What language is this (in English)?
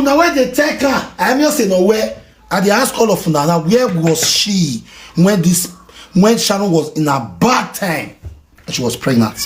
Nigerian Pidgin